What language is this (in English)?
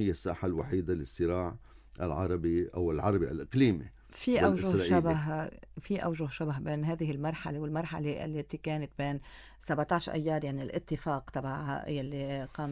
North Levantine Arabic